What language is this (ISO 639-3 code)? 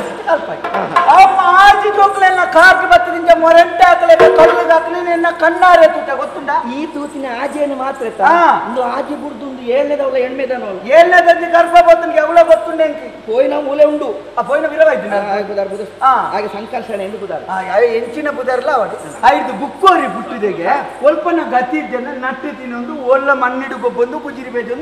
tcy